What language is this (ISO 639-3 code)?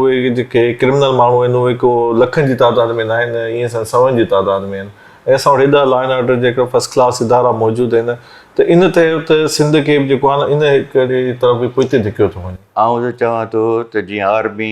snd